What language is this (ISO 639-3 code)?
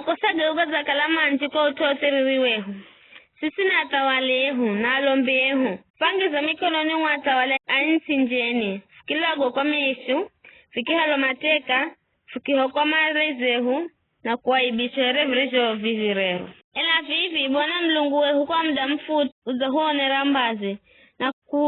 nyf